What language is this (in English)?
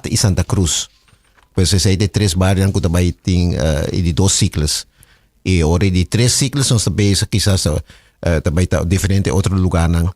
Papiamento